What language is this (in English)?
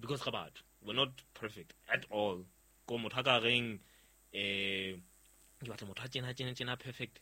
Southern Sotho